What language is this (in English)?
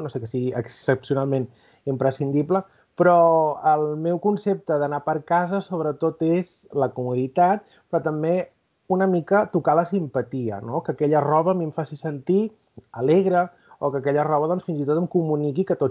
Catalan